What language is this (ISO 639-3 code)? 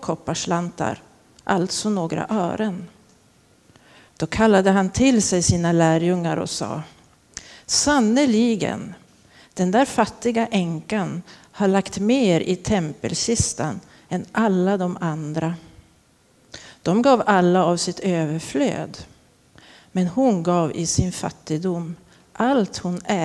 swe